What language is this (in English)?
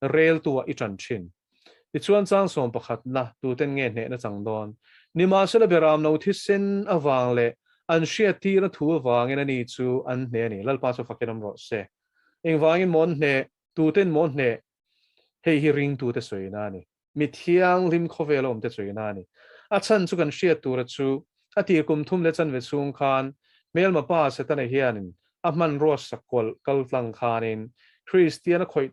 Mizo